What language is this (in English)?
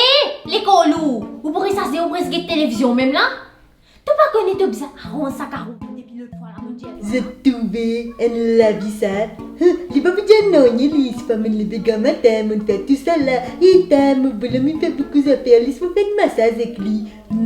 Morisyen